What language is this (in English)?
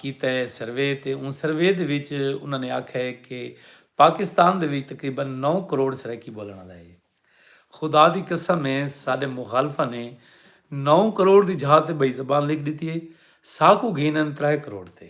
Saraiki